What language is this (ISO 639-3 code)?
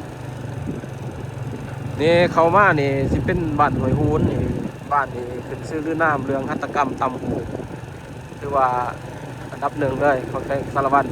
lao